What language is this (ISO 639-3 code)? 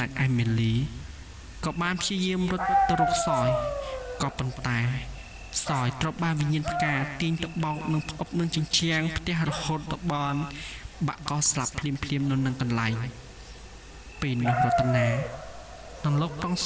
khm